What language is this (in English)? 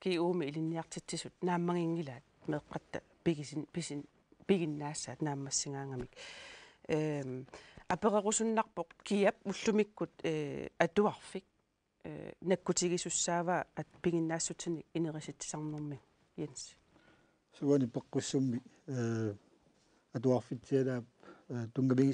Kalaallisut